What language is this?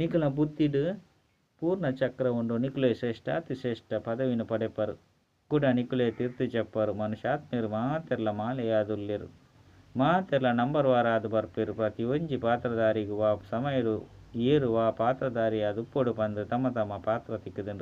Tulu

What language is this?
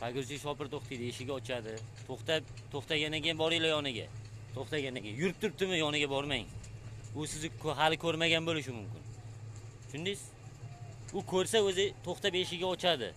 Uzbek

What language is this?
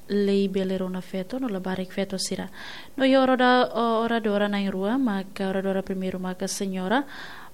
Tetum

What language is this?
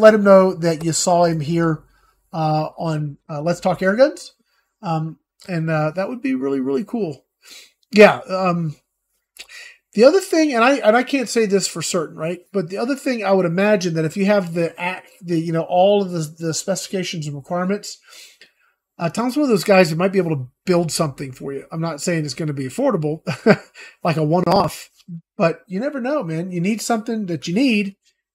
English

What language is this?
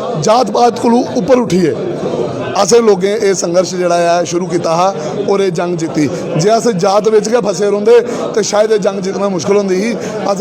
Dogri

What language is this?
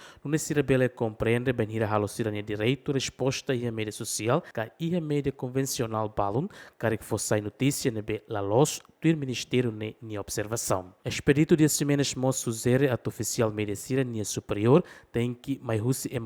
Tetum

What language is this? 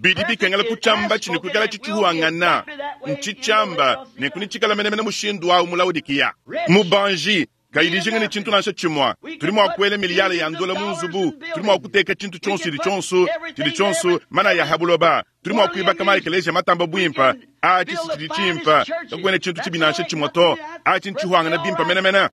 Luba-Lulua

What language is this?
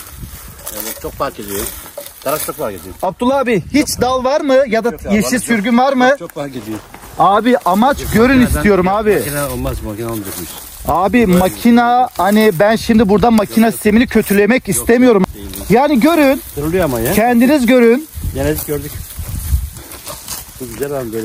Turkish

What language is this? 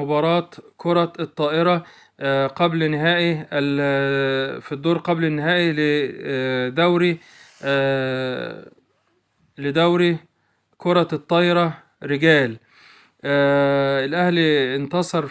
Egyptian Arabic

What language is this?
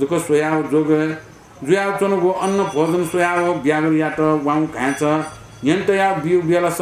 Newari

